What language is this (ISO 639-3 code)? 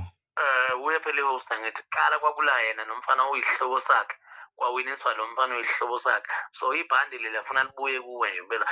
zul